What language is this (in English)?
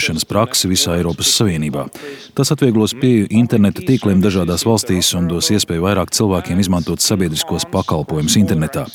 Latvian